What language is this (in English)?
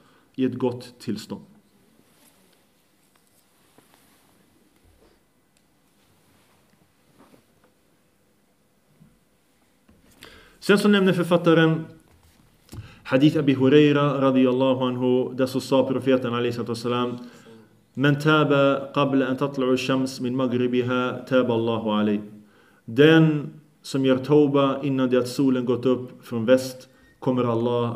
Swedish